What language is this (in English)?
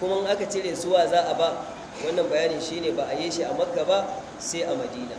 Hausa